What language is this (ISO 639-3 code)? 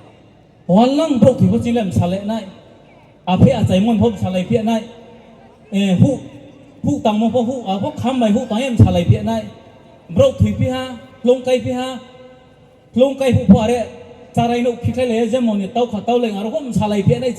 ria